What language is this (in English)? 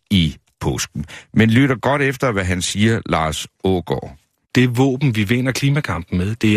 Danish